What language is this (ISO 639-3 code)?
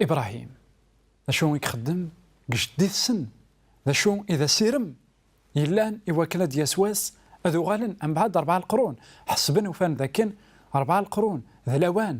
kab